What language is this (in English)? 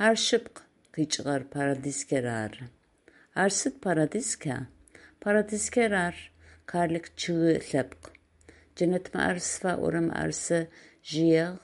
Adyghe